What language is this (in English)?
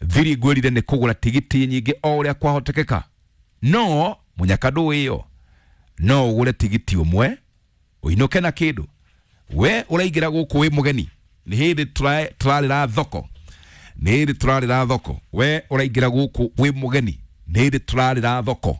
Kikuyu